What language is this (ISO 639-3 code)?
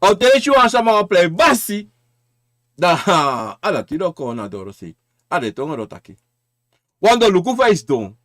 srn